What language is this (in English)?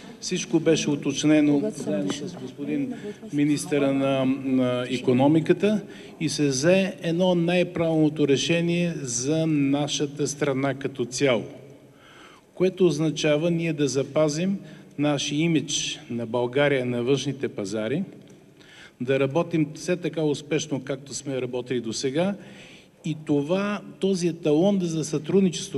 Bulgarian